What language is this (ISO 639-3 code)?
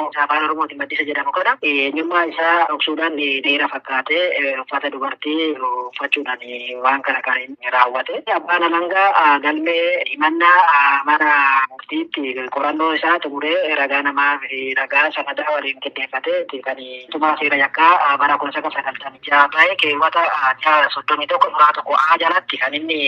orm